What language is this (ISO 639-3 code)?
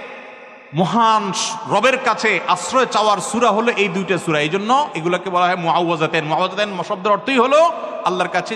ben